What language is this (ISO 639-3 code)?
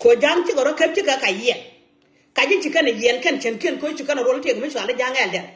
nus